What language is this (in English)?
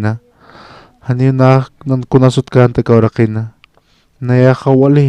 Aymara